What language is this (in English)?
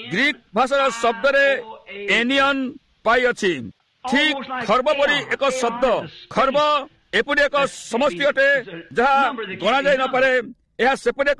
Odia